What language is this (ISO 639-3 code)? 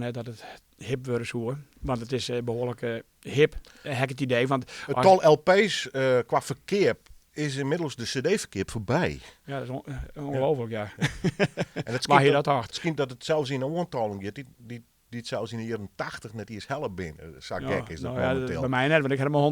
fry